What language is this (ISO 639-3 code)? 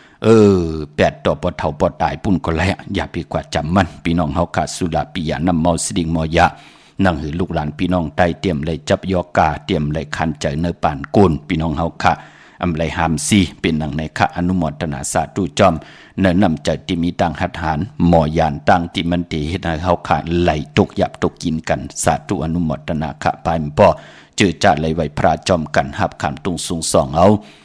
shn